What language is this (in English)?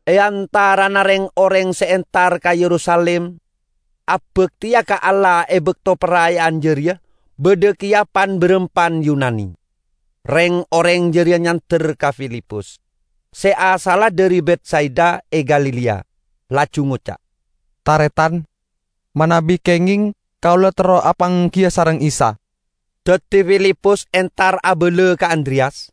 Madurese